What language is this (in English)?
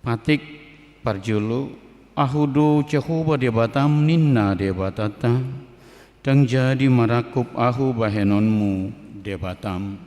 Batak Toba